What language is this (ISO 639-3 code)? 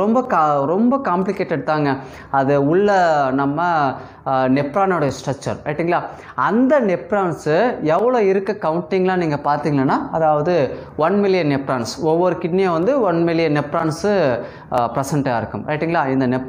tam